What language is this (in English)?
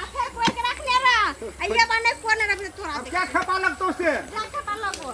Maithili